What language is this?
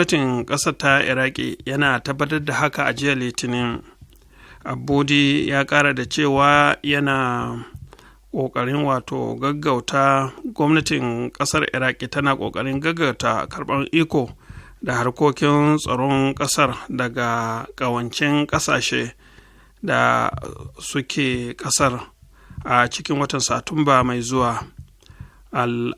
Hausa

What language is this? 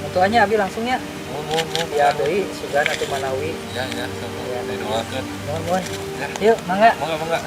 Sundanese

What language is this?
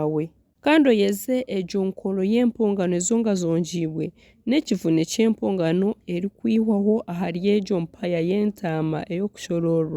Nyankole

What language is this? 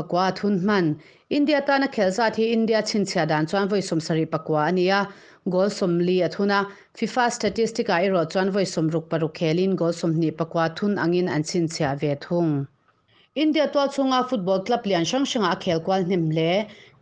Mizo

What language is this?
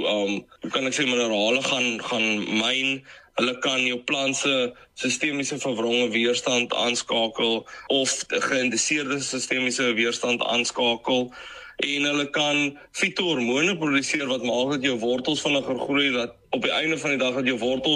Afrikaans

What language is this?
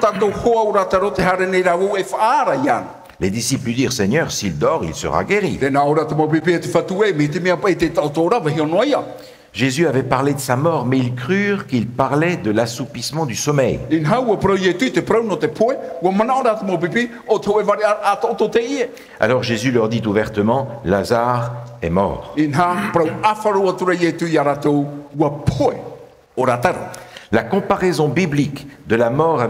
Tahitian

